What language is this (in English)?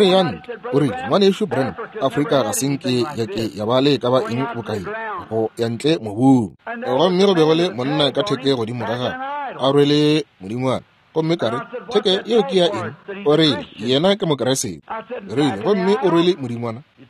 Northern Sotho